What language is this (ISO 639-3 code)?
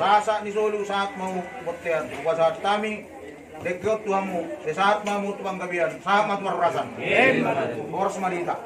bbc